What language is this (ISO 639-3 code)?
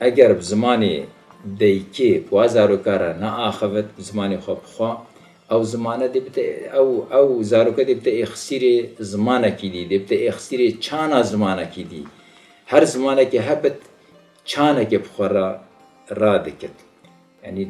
kur